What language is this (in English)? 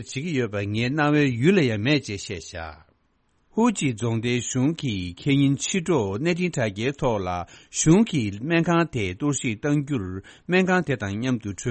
Tibetan